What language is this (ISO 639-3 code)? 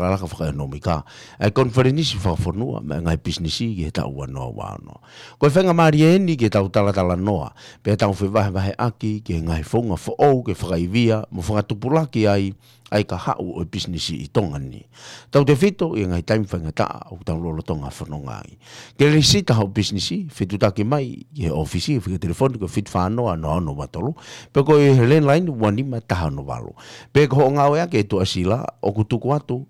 ton